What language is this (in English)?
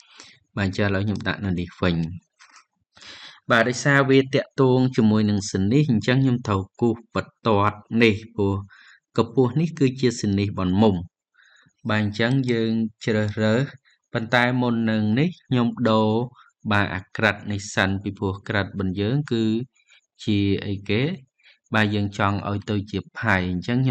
Khmer